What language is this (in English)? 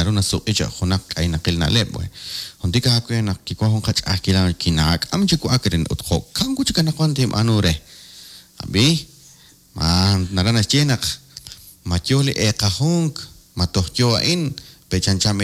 Kekchí